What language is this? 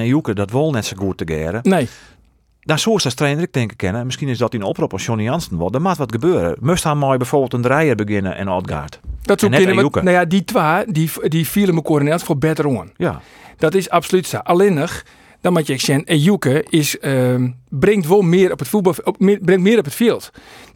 Western Frisian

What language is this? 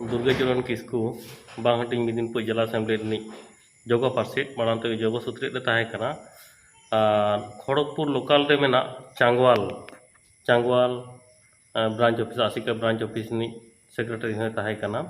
Santali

